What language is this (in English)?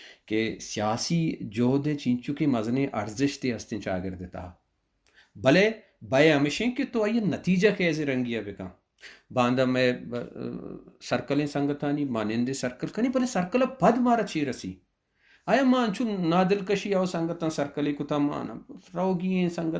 Baluchi